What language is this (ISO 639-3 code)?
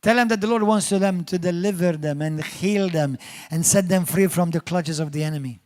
eng